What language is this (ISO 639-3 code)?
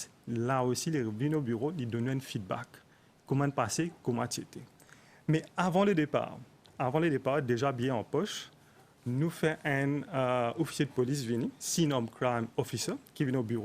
mfe